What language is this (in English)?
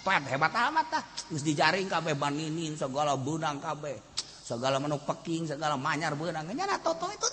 Sundanese